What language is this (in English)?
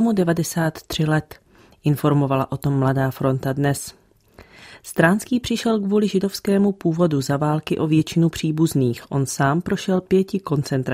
Czech